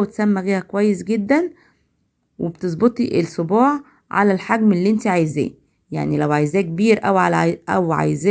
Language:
Egyptian Arabic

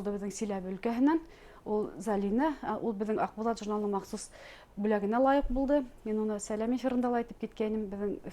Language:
Bashkir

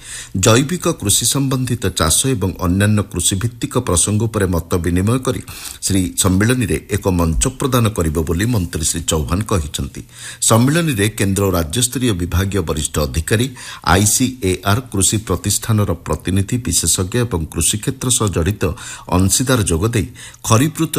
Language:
Odia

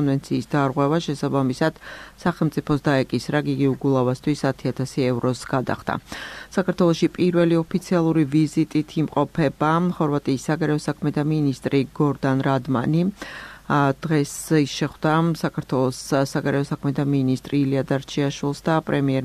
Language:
Georgian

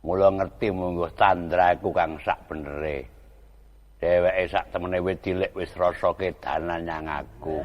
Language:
Javanese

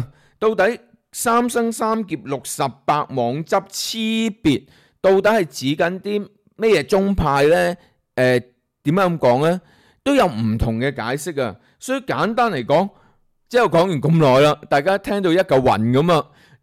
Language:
Cantonese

